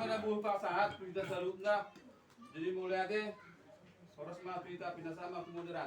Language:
Batak Toba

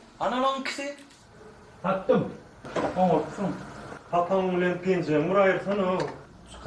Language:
Turkmen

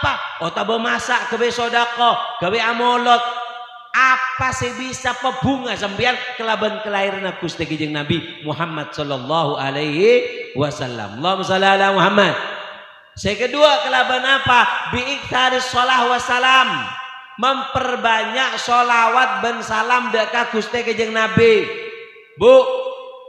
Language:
Madurese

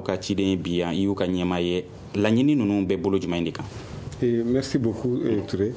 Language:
Bambara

